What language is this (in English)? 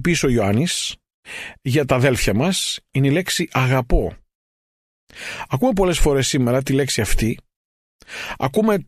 Greek